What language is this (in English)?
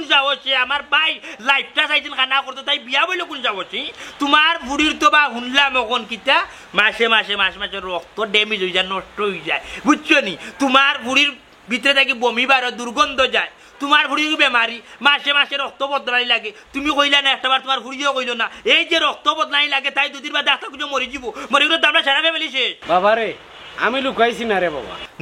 Sylheti